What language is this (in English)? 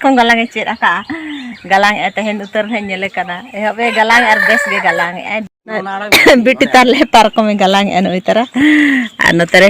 Santali